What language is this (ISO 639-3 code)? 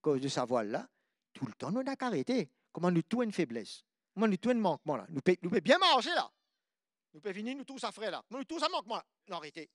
mfe